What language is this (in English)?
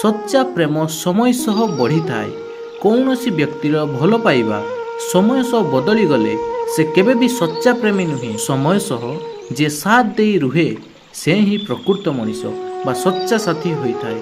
Odia